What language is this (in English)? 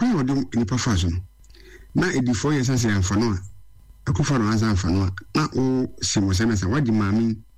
Akan